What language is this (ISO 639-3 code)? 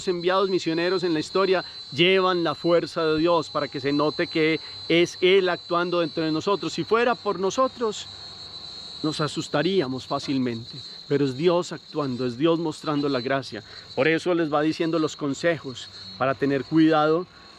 spa